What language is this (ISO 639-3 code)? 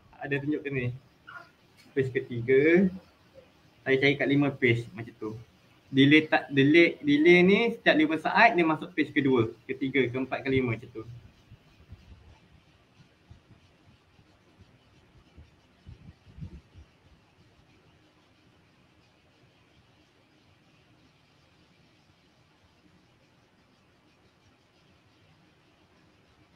msa